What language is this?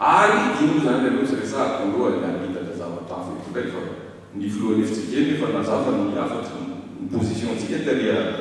Malagasy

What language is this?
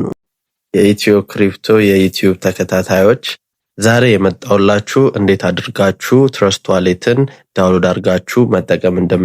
Amharic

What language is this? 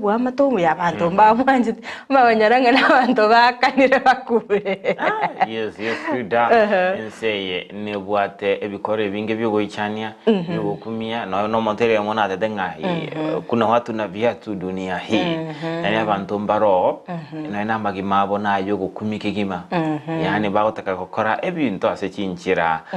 Gusii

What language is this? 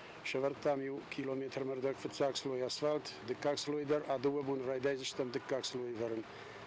Ossetic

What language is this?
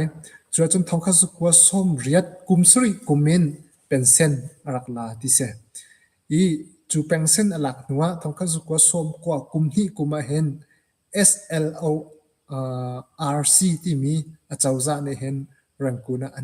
Hakha Chin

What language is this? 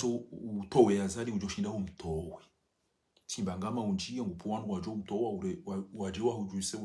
Ngazidja Comorian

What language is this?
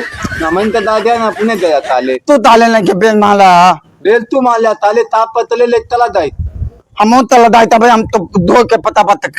Awadhi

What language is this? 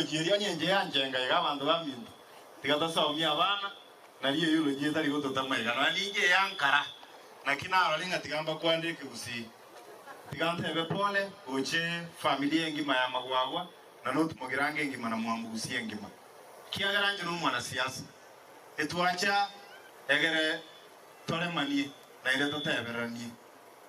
Gusii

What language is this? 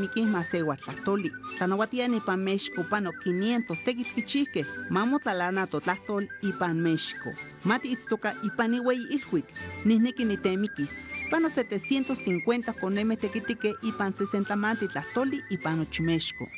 Spanish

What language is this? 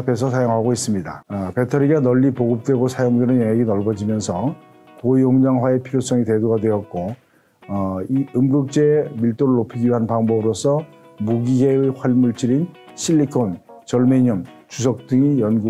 Korean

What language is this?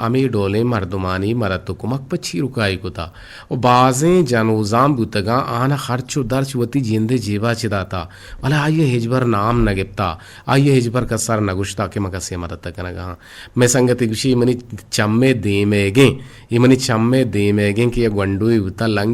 Eastern Balochi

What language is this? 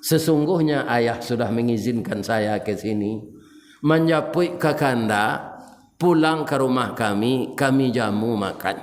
Minangkabau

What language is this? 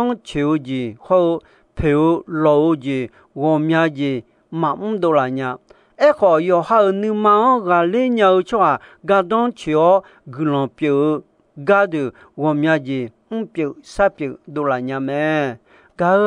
Akha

